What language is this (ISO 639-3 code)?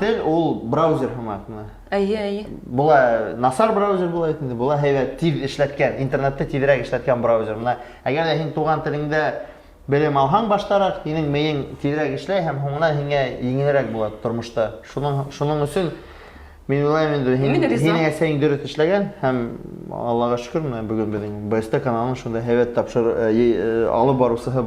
bak